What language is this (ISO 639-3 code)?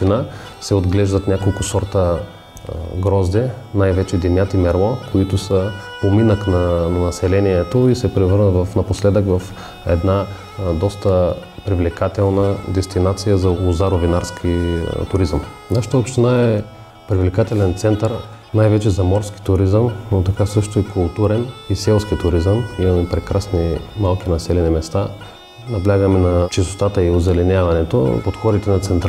bul